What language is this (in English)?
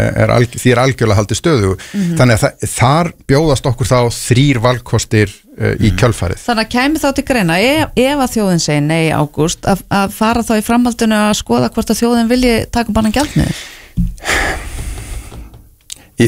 Icelandic